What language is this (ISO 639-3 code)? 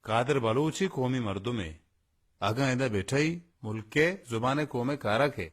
bal